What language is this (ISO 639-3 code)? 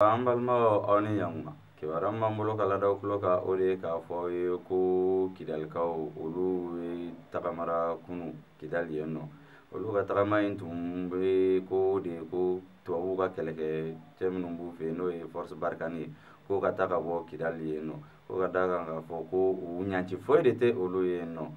bam